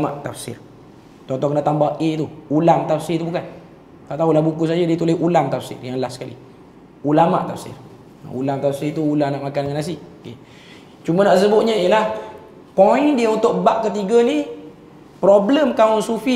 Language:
Malay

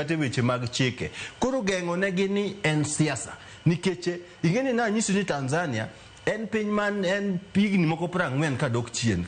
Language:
Luo (Kenya and Tanzania)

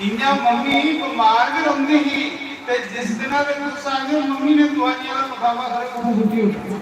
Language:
Dogri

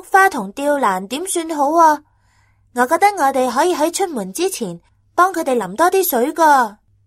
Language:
Cantonese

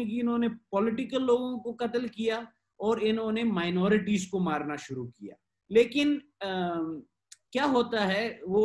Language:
Hindi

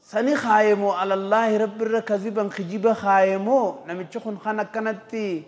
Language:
Oromo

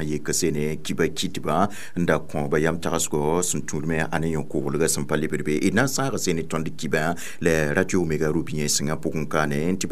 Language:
Mossi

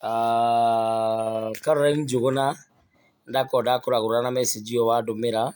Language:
Kikuyu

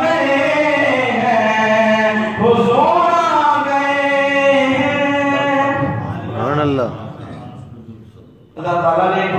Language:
Urdu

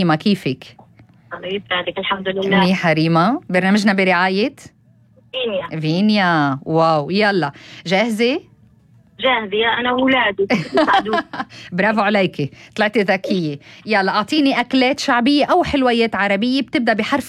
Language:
North Levantine Arabic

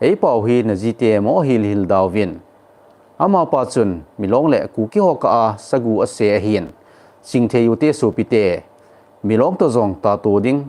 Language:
Thado Chin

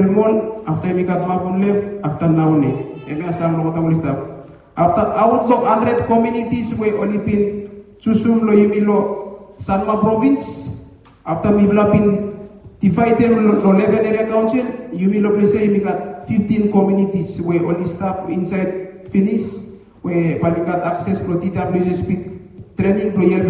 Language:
Bislama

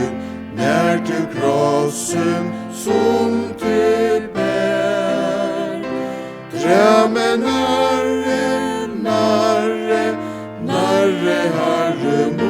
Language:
Faroese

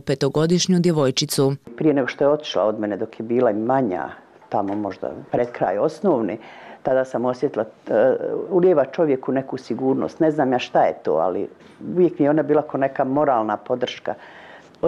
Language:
Bosnian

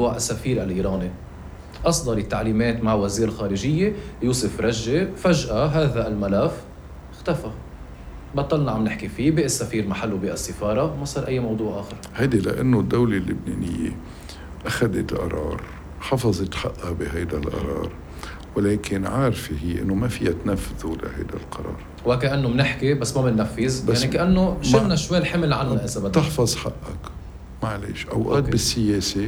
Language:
North Levantine Arabic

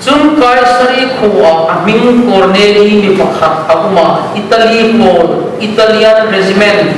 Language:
Hmar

